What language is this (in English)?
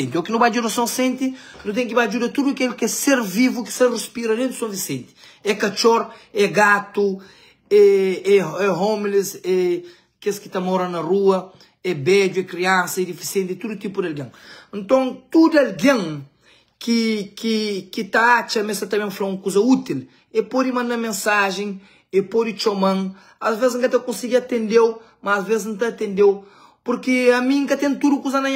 Kabuverdianu